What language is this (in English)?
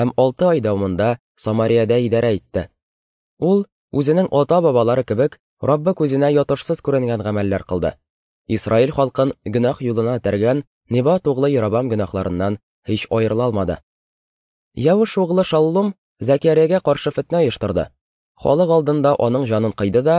Tatar